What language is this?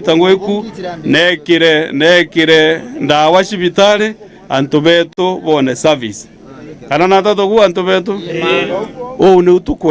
Meru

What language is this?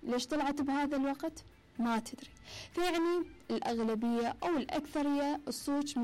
Mesopotamian Arabic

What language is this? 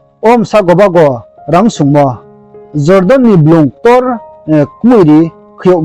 Riang (India)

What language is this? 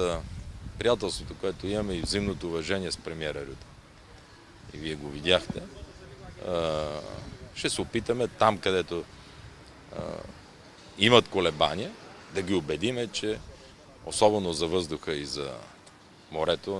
Bulgarian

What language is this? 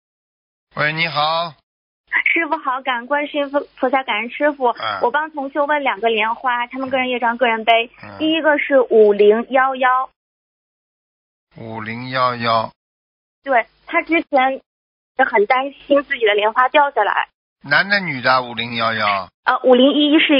Chinese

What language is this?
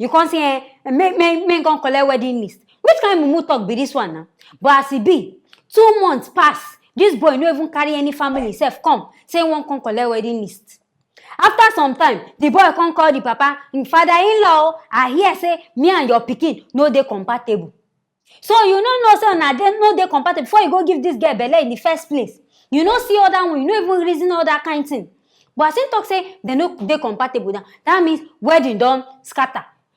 Nigerian Pidgin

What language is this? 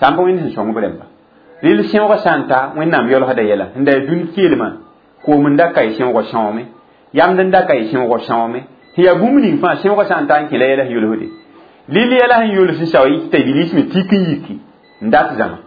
Mossi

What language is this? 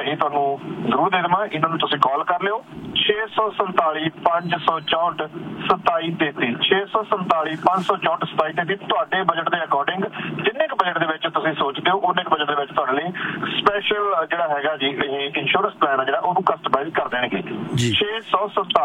Punjabi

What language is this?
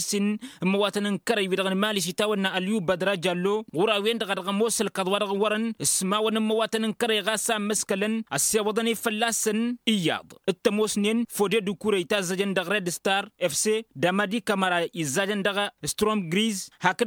Tamasheq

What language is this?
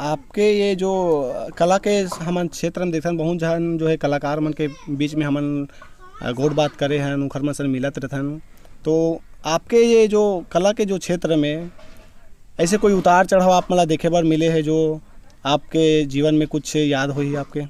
Chhattisgarhi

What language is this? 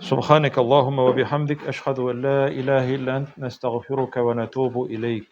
Tatar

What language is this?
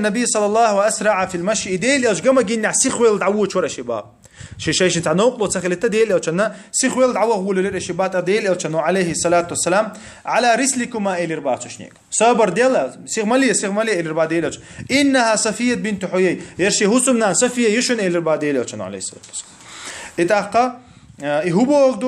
Chechen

